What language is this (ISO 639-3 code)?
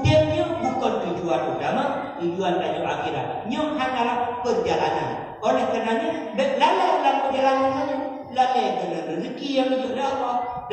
ace